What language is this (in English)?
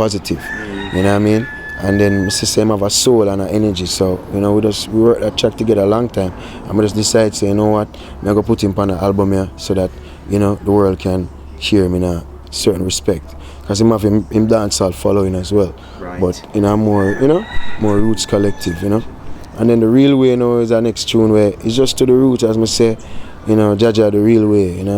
Jamaican Creole English